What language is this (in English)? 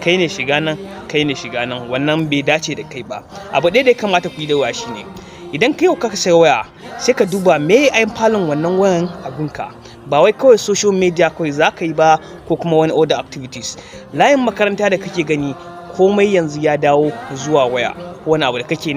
Hausa